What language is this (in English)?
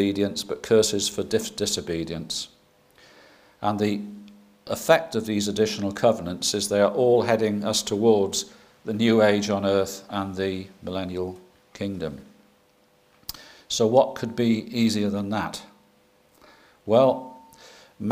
English